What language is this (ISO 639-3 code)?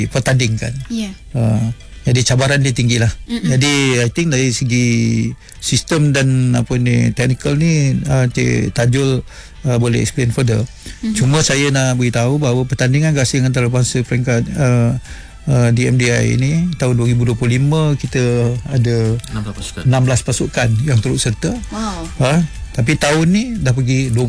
msa